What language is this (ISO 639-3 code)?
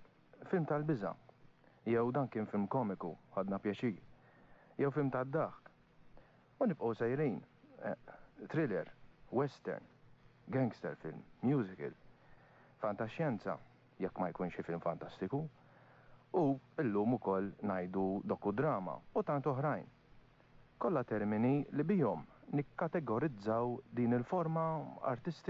mlt